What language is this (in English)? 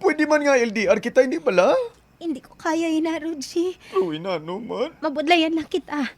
Hiligaynon